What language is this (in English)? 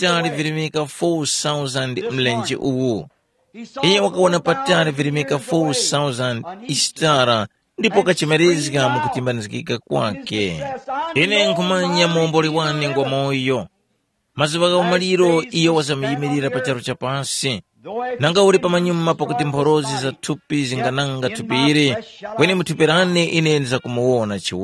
Tumbuka